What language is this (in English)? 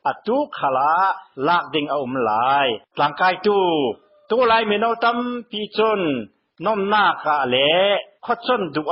Burmese